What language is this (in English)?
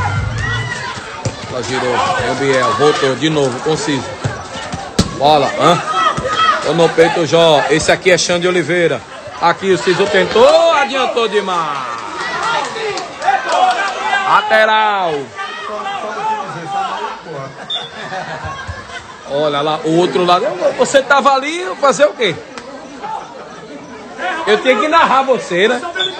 Portuguese